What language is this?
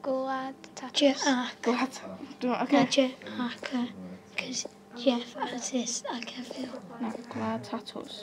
Welsh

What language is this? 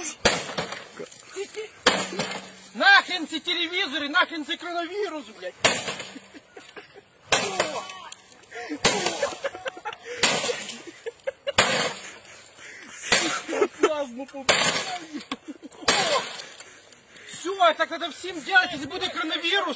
Ukrainian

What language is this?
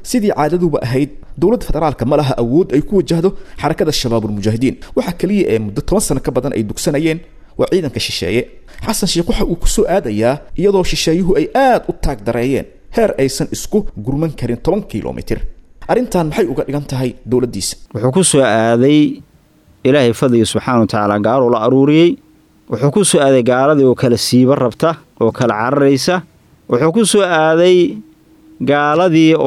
Somali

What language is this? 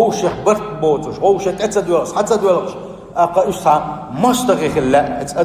Chechen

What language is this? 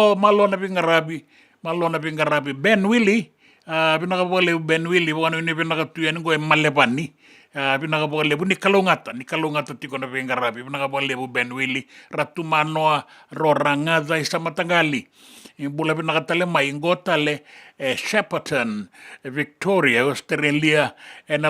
Fijian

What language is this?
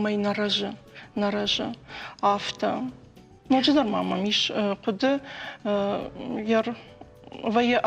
Ossetic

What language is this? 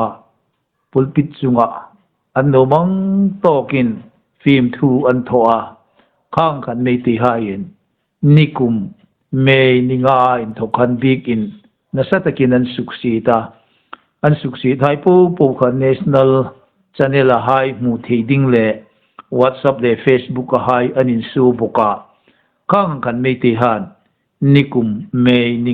Hmar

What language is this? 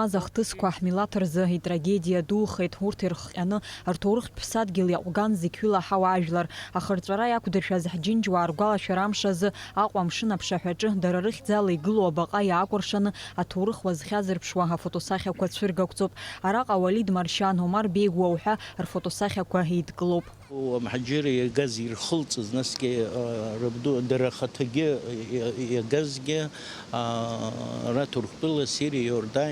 Abkhazian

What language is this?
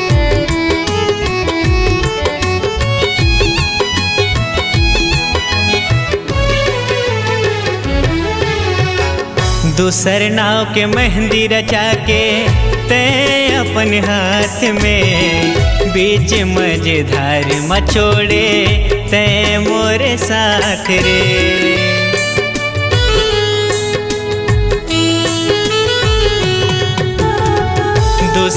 Chhattisgarhi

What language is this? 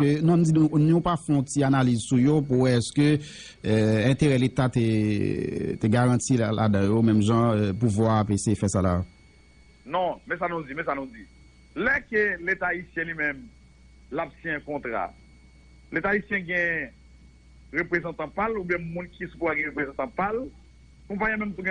Haitian Creole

